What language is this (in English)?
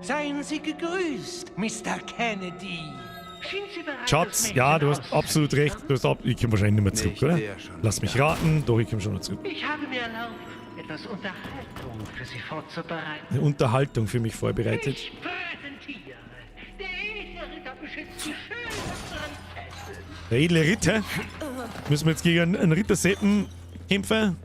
Bavarian